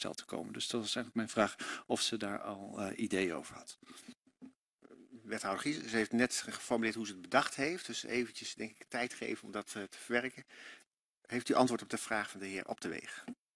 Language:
Dutch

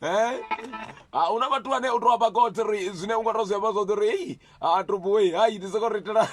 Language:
Venda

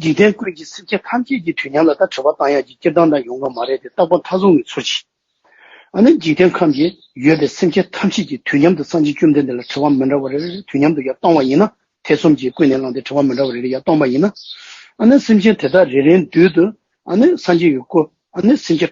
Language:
Tibetan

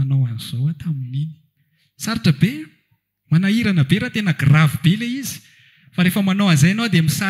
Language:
Malagasy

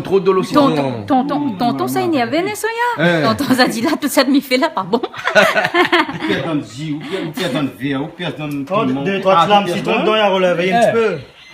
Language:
Réunion Creole French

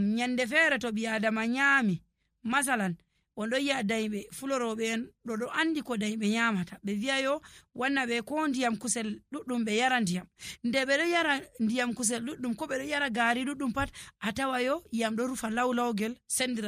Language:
Nigerian Fulfulde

